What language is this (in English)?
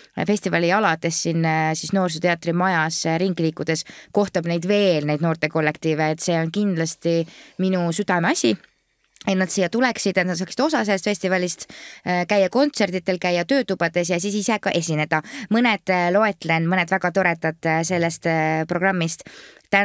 Estonian